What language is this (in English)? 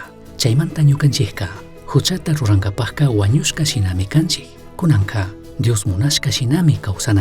Chimborazo Highland Quichua